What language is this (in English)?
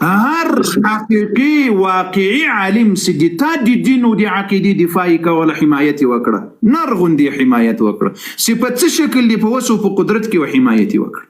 Pashto